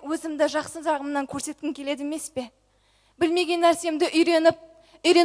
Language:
Kazakh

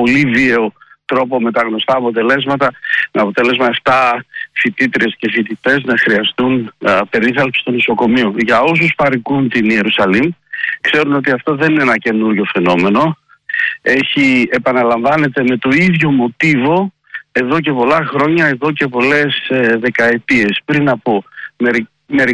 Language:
Greek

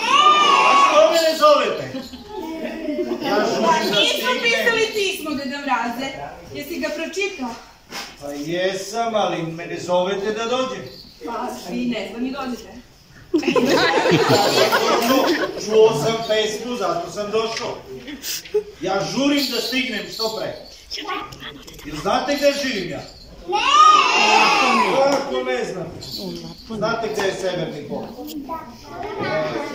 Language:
Serbian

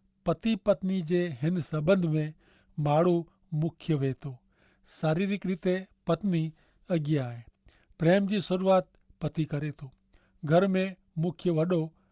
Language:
Kachhi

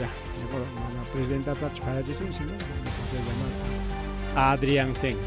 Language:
Ayacucho Quechua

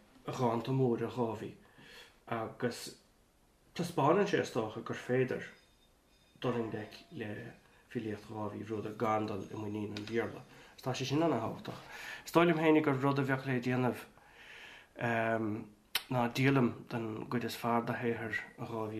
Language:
Irish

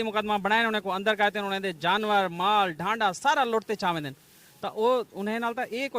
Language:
Western Panjabi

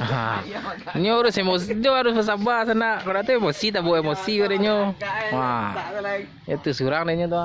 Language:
Minangkabau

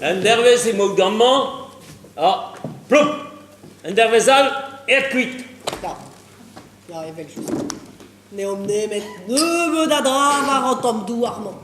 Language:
Breton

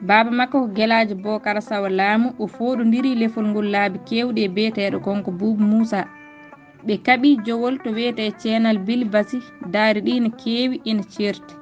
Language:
Fula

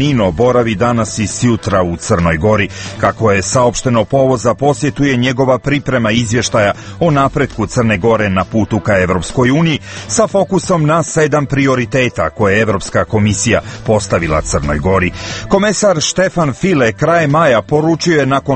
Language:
Serbian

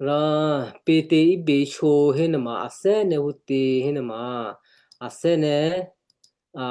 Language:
Western Kayah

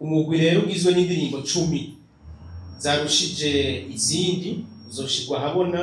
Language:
Rundi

